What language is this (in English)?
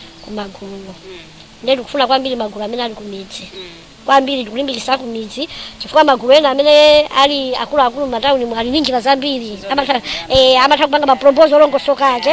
Nyanja